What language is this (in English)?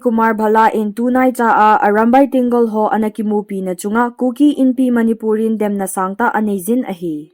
Thado Chin